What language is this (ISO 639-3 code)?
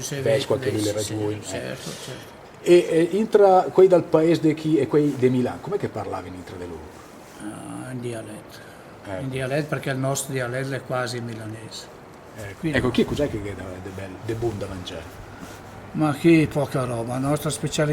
lmo